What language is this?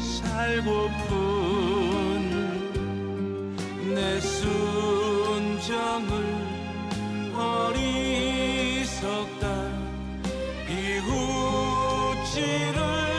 Korean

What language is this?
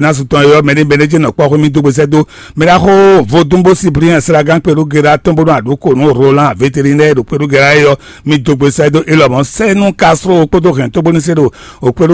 Fon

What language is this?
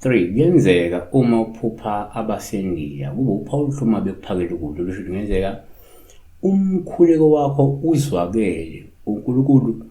Zulu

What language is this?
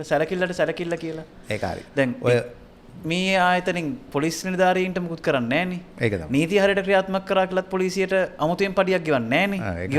Sinhala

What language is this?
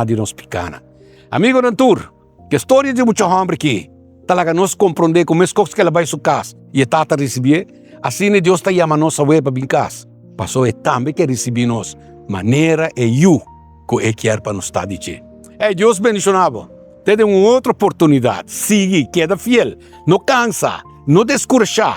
Papiamento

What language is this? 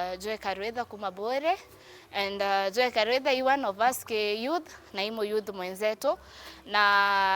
Meru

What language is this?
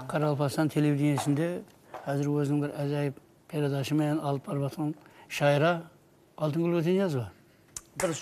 Kara-Kalpak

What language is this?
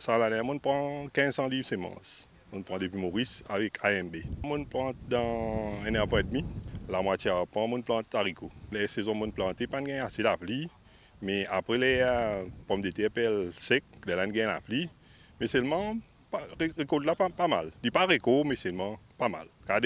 Morisyen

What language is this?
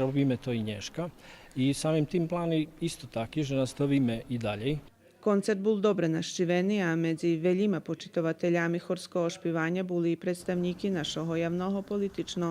Rusyn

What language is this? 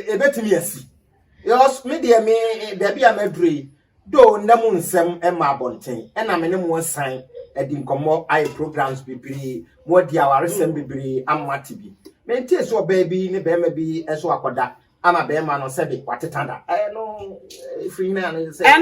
Akan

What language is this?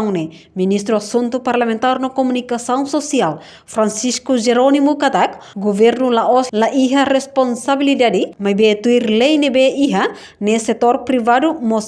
Tetum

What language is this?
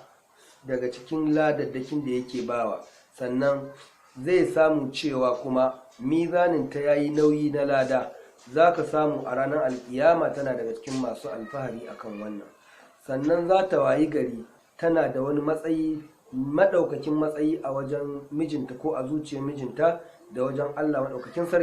Hausa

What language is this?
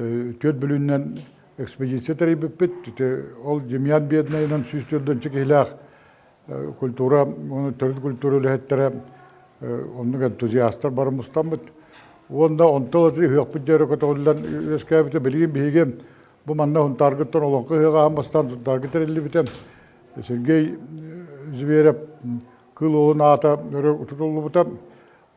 Yakut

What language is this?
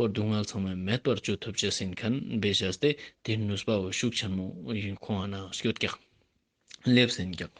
Ladakhi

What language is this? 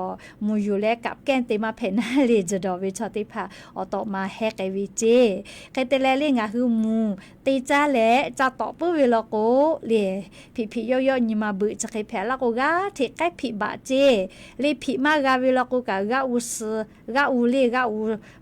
Lahu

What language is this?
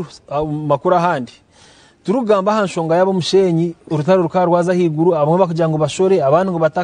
Nyankole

